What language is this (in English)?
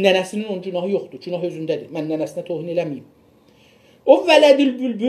South Azerbaijani